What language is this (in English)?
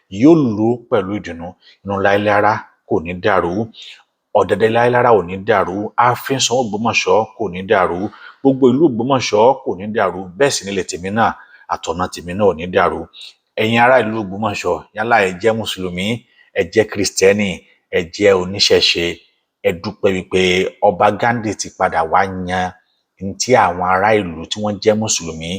Yoruba